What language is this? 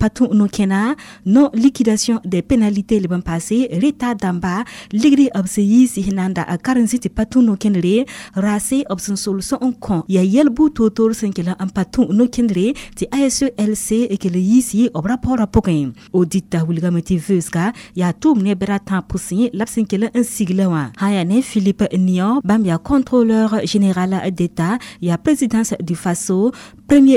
Mossi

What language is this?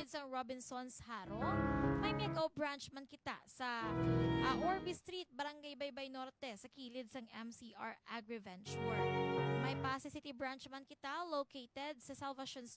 Hiligaynon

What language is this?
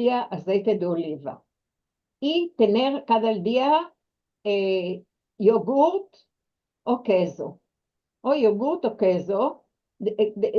Ladino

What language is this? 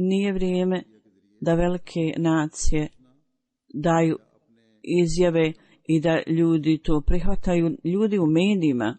Bosnian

